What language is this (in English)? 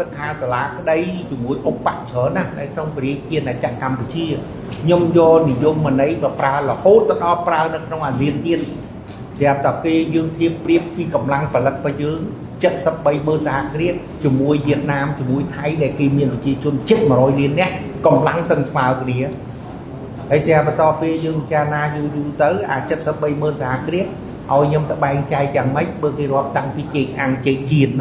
Khmer